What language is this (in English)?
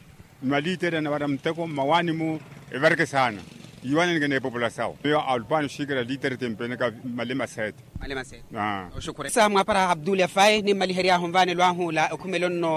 Makhuwa